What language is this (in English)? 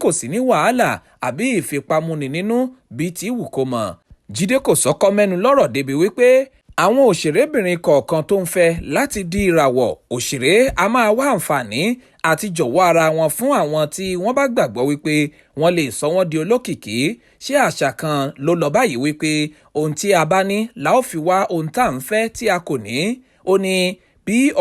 Yoruba